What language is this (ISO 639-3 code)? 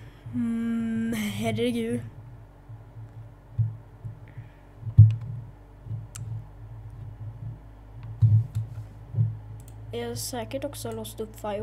swe